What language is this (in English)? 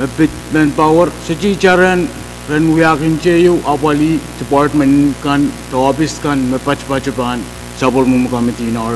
Pohnpeian